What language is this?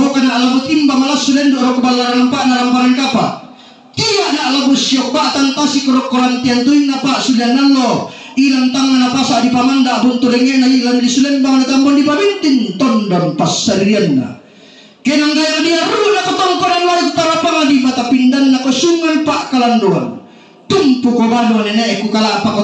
Toraja-Sa'dan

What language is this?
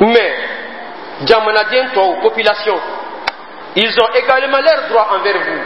Dyula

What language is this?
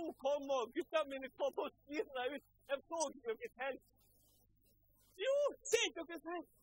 Norwegian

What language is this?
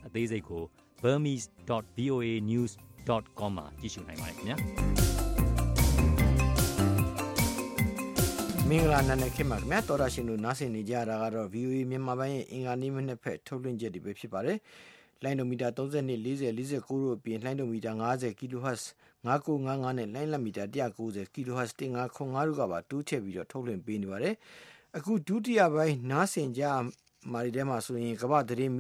Burmese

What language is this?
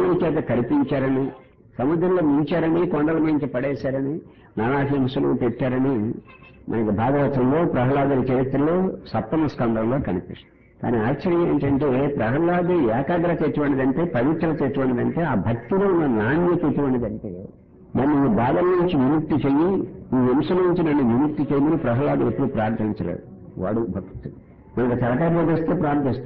Telugu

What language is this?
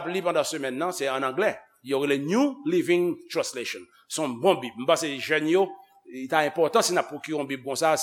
Haitian Creole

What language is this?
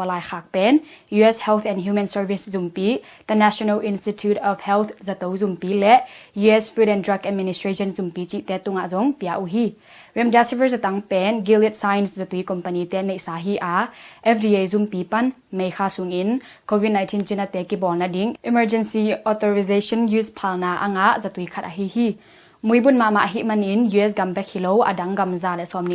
Tedim Chin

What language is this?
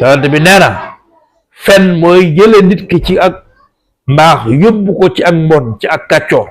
Wolof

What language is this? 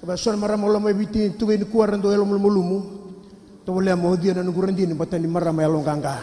Fijian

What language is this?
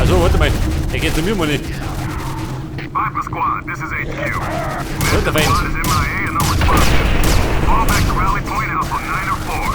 Bavarian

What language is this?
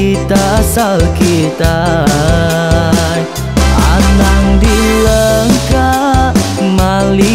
Iban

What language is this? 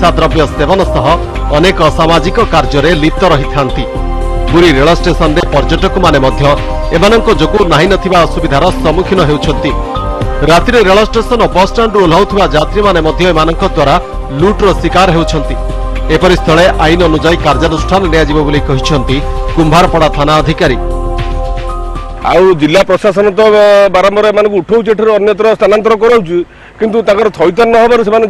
Odia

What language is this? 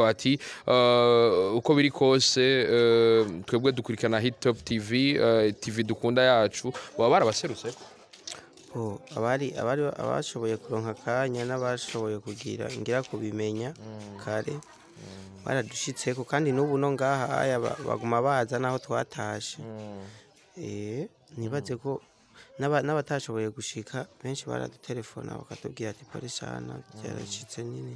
Rundi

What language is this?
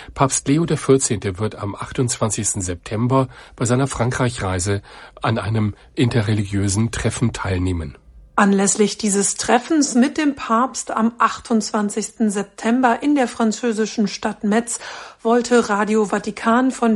German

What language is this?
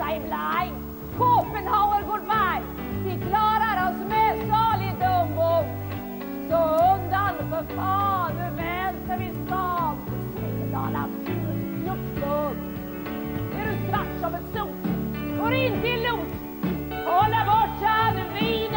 Swedish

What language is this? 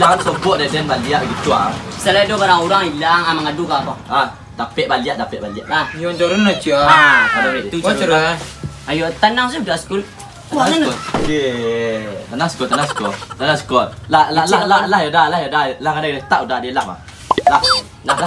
Minangkabau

